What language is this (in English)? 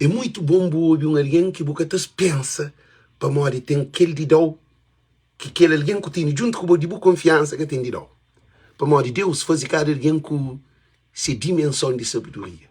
Kabuverdianu